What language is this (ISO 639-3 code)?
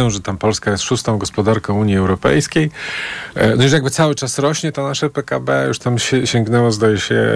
pol